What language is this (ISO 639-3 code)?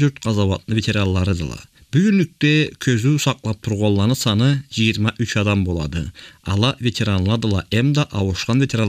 krc